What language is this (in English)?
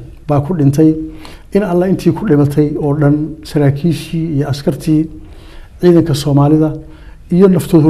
Somali